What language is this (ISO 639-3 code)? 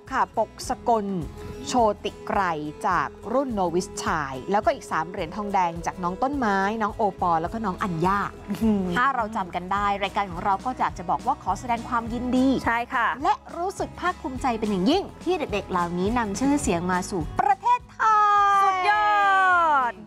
tha